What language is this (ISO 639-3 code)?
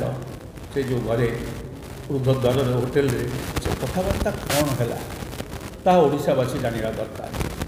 ori